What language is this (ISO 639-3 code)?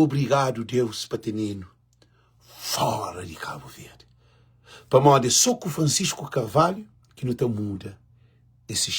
kea